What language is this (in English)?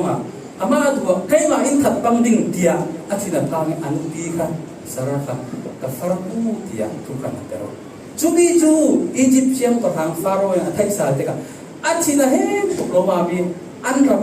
Falam Chin